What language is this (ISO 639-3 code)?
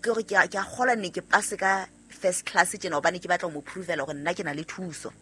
sot